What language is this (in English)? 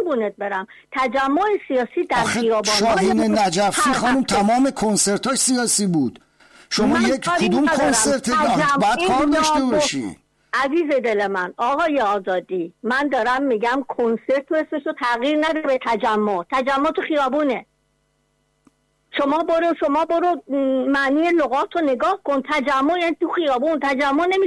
Persian